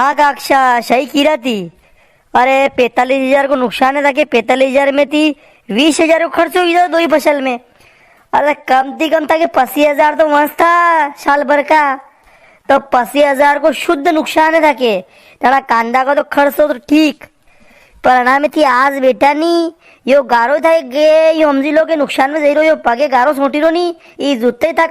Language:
Rajasthani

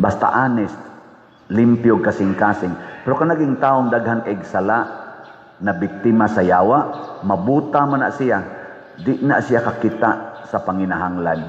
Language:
Cebuano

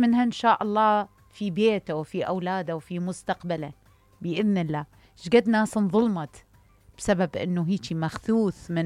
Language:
Mesopotamian Arabic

